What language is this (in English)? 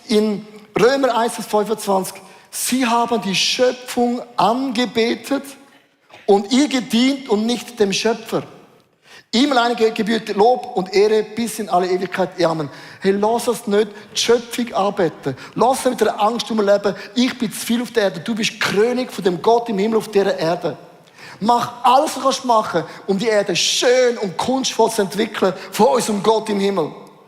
Swiss German